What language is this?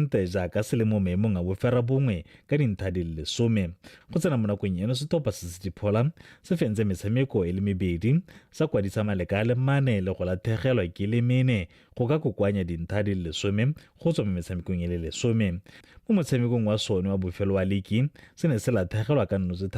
Tswana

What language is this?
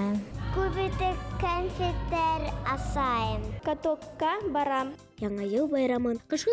Bashkir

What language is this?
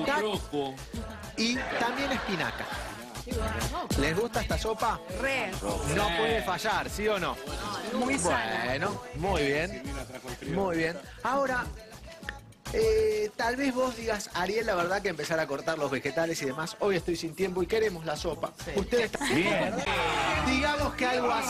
Spanish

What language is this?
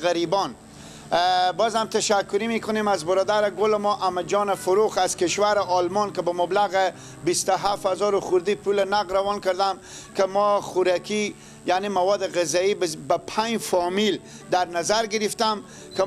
Persian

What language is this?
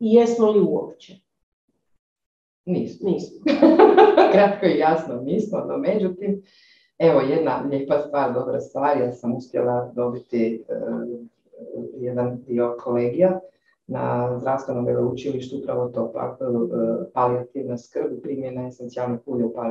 Croatian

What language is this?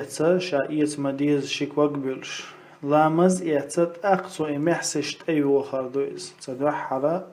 Chechen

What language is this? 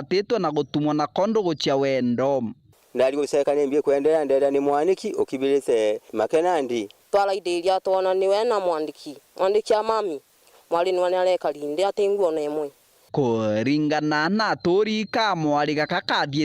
Meru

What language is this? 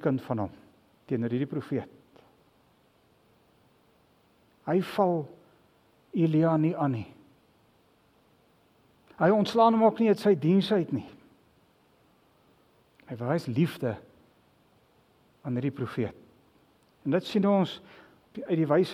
Afrikaans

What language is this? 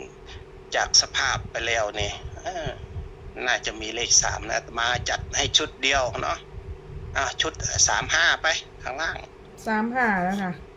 Northeastern Thai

